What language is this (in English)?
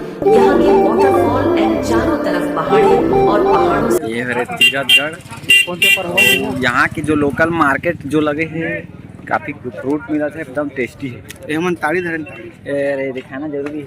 Chhattisgarhi